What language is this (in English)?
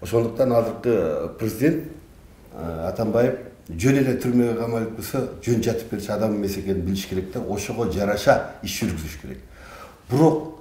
Kyrgyz